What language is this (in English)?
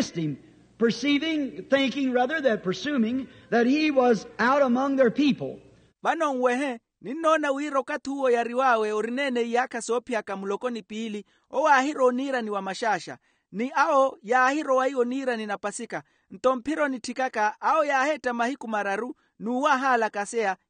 Makhuwa